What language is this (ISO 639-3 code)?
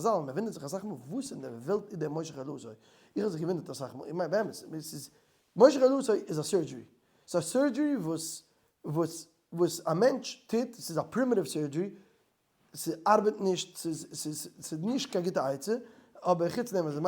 yid